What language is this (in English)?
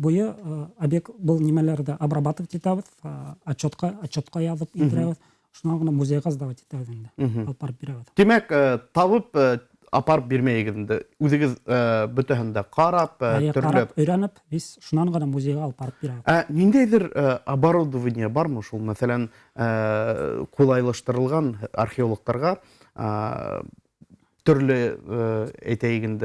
Bashkir